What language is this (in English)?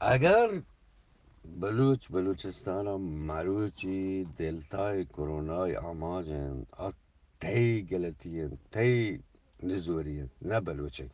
Eastern Balochi